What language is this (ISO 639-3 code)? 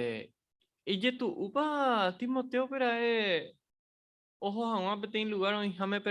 grn